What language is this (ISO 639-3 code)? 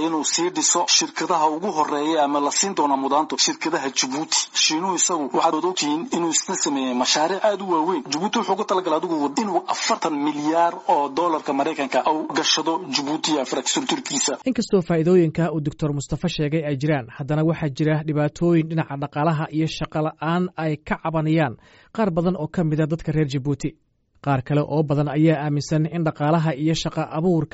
som